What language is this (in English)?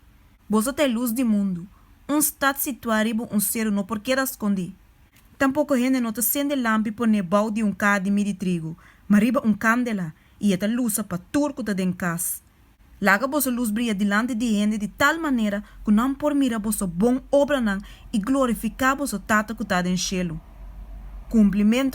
Papiamento